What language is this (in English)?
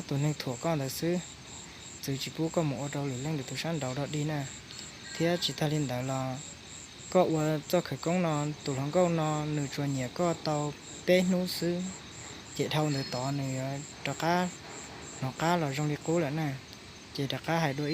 Hmong